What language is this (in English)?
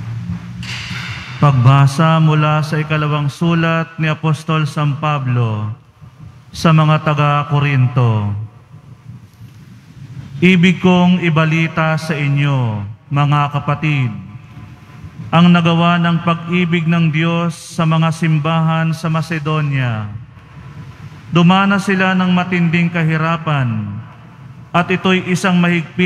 Filipino